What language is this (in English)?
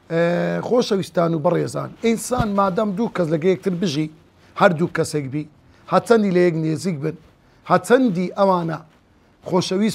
Central Kurdish